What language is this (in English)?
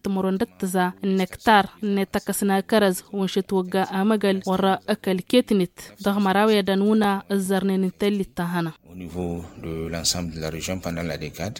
Tamasheq